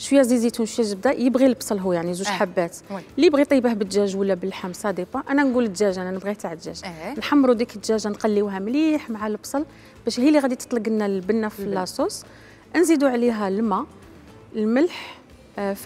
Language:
Algerian Arabic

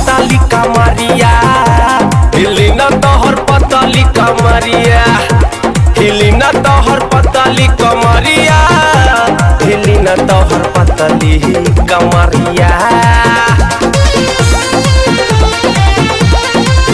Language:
Bhojpuri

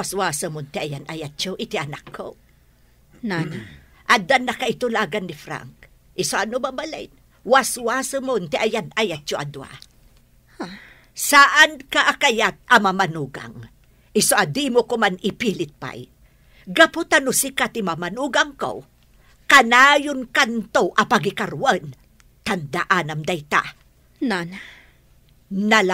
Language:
Iloko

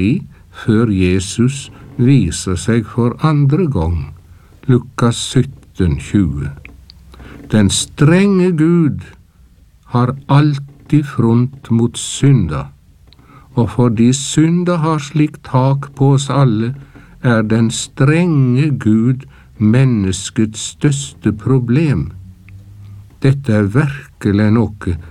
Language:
Norwegian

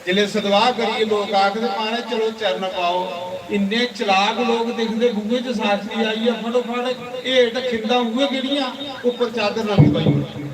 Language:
Dogri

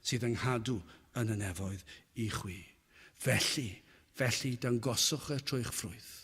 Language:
Welsh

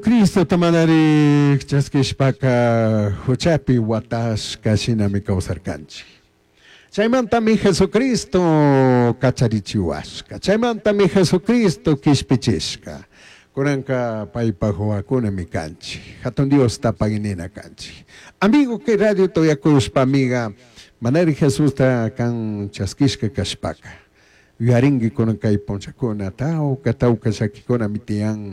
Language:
Chimborazo Highland Quichua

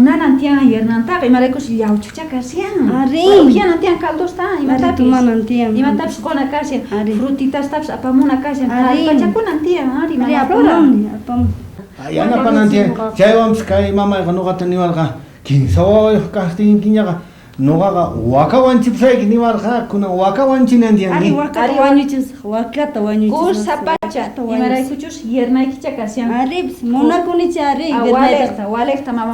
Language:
South Bolivian Quechua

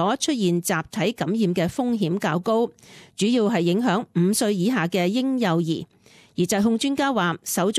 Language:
Cantonese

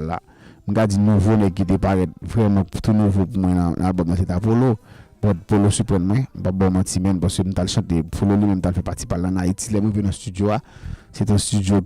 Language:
Haitian Creole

